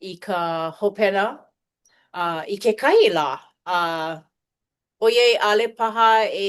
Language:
Hawaiian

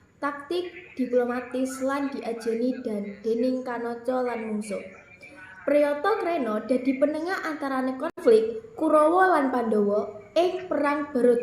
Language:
Javanese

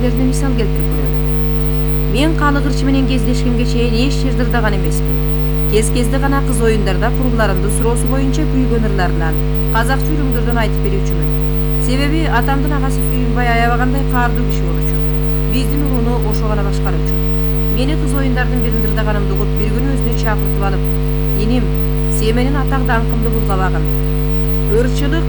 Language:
Kyrgyz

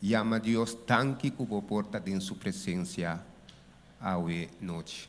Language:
Papiamento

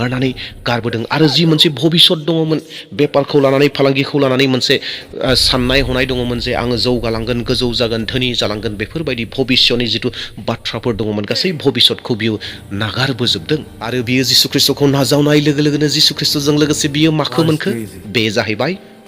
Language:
Bodo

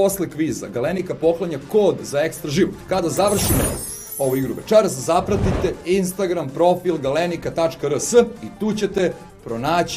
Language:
Serbian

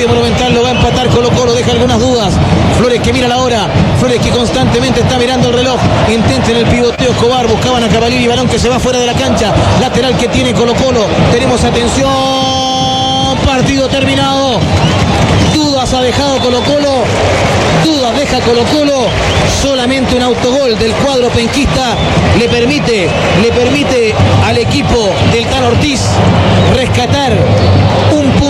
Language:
Spanish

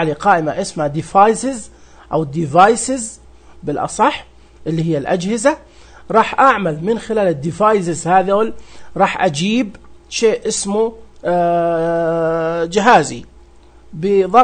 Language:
Najdi Arabic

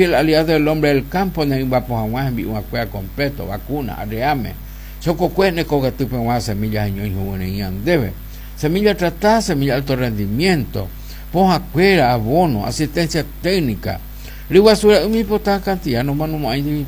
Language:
Guarani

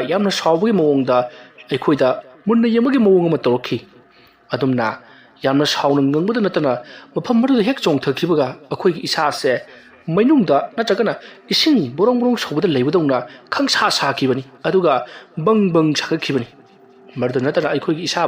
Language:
Manipuri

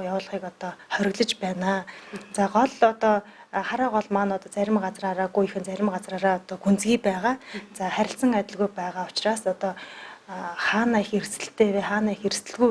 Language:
Mongolian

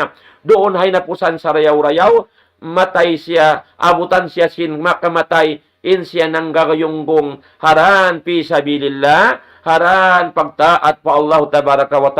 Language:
Tausug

